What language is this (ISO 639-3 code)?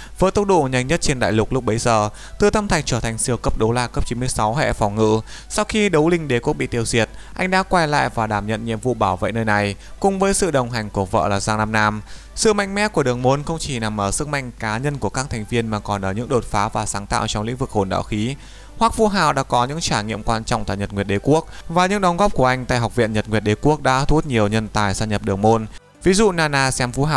vie